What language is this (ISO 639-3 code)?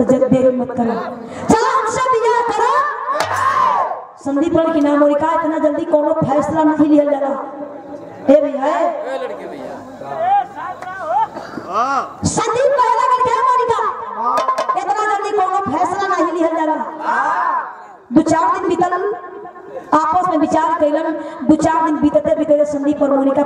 bho